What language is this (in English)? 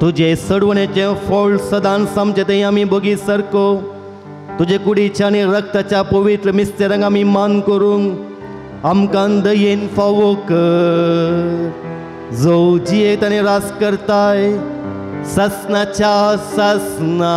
Konkani